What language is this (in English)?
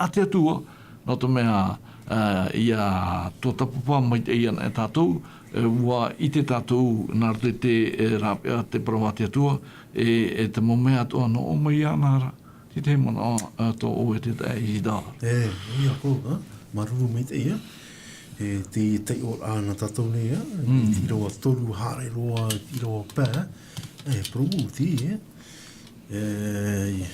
Tahitian